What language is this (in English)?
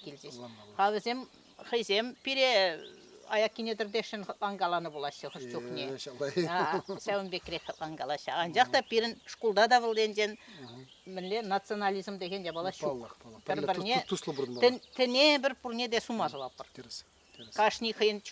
Chuvash